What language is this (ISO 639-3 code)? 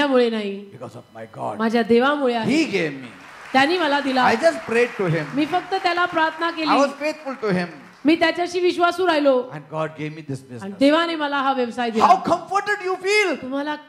mar